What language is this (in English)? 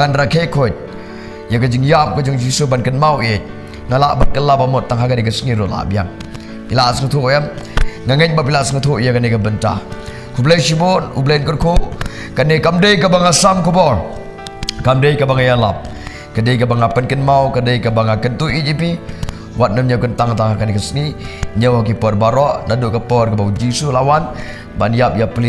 Khasi